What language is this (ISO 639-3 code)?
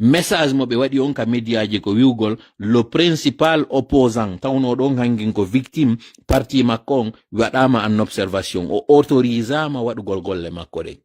fuf